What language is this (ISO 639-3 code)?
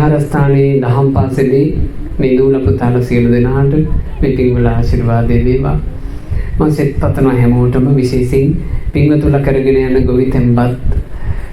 sin